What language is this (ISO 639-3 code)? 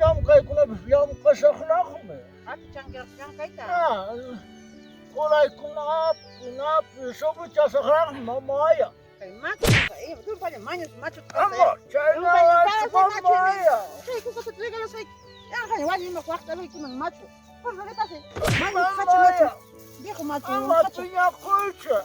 quy